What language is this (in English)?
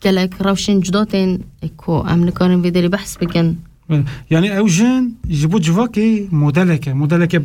Kurdish